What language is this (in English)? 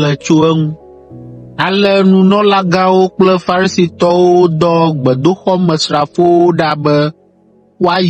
Ewe